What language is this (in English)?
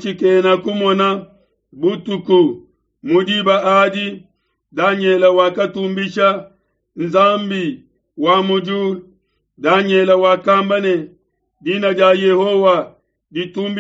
Luba-Lulua